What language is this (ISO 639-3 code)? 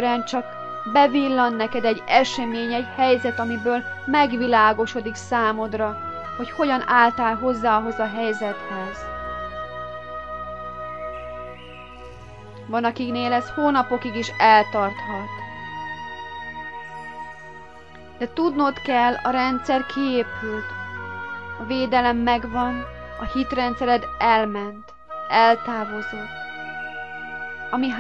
hun